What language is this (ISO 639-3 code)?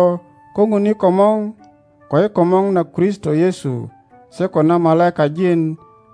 teo